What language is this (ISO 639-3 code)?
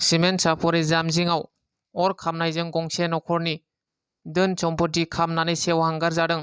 brx